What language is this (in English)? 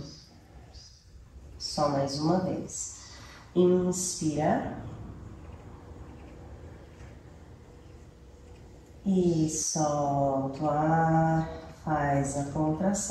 Portuguese